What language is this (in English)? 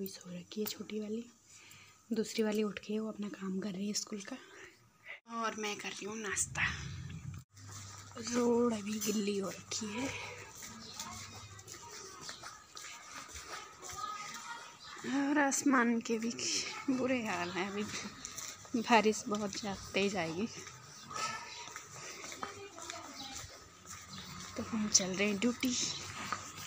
Hindi